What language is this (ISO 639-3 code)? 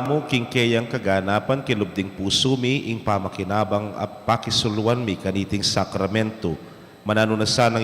pam